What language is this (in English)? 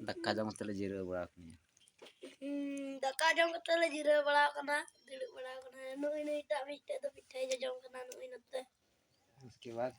Santali